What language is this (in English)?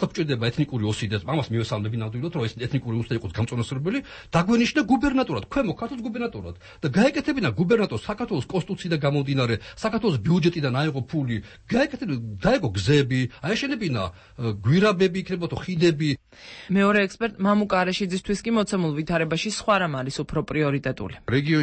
Georgian